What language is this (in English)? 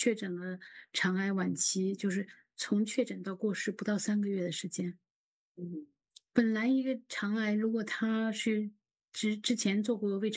Chinese